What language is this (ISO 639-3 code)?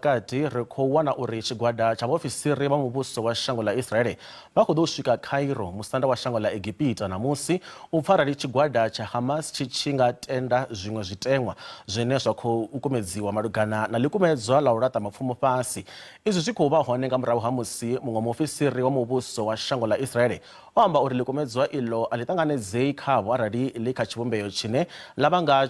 ven